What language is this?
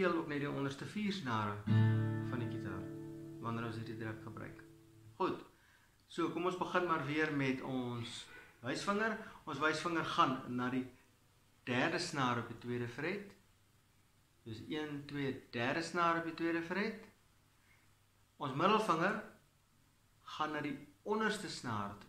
Afrikaans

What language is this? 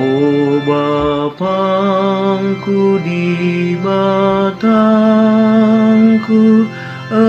Batak Karo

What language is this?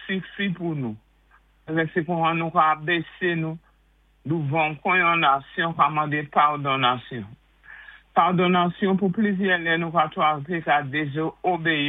Saint Lucian Creole French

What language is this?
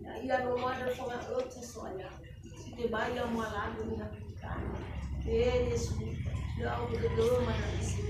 Nias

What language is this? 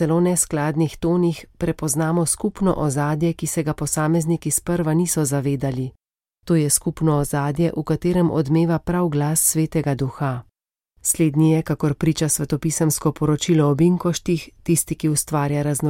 Slovenian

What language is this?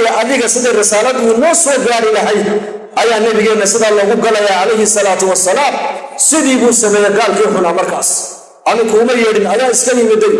Somali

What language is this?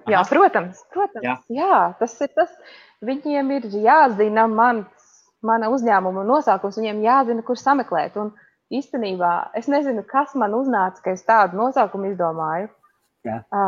Latvian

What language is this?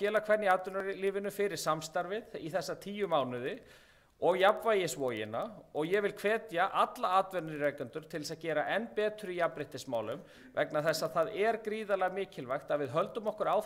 Icelandic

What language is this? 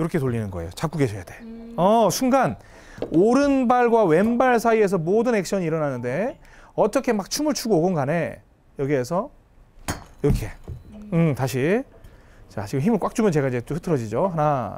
Korean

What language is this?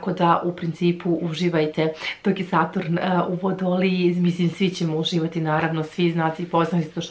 Serbian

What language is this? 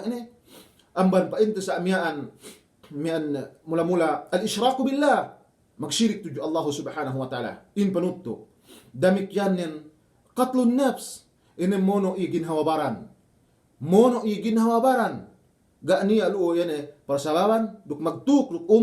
Yakan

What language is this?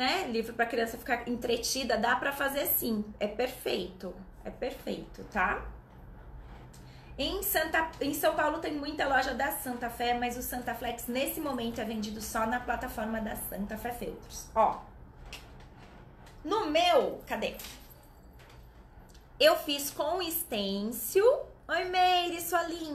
Portuguese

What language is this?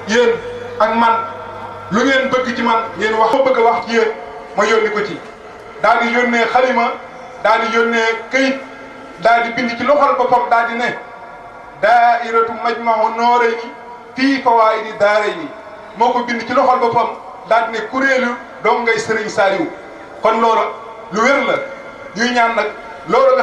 Wolof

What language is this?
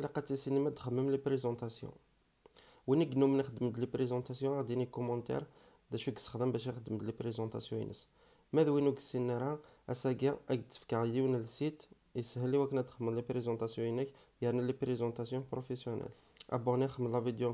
Kabyle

